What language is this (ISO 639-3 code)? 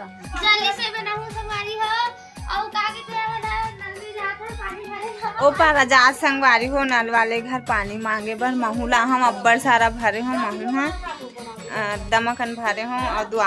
hne